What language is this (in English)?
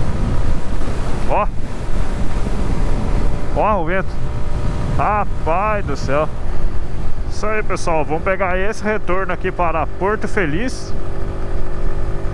Portuguese